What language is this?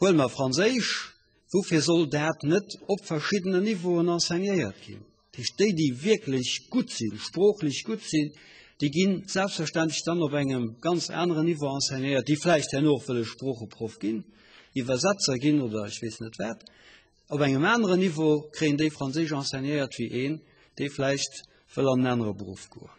Luxembourgish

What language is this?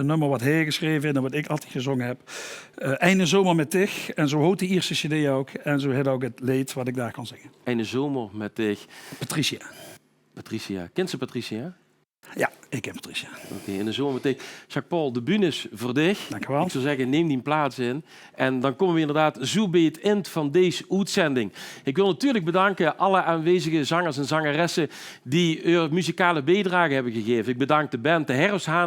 Limburgish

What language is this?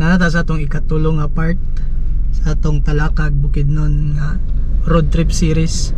Cebuano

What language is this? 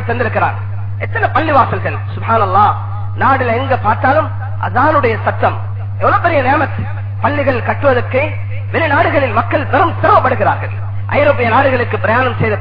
Tamil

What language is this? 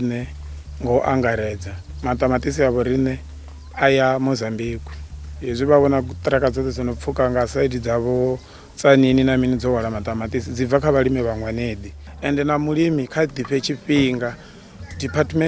Venda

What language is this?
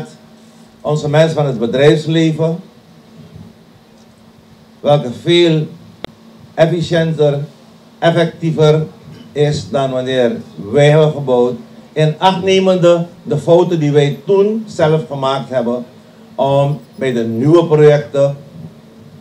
Dutch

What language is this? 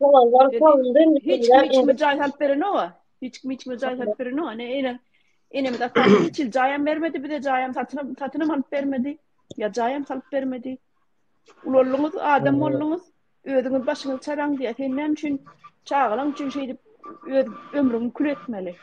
Turkmen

